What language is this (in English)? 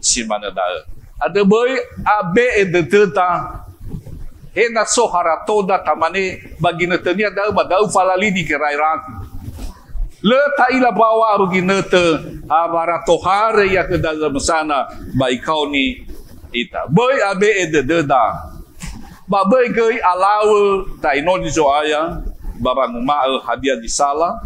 Nias